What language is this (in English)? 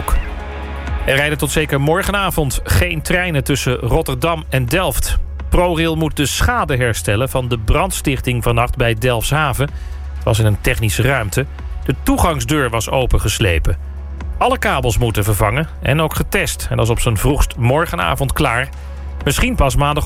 Dutch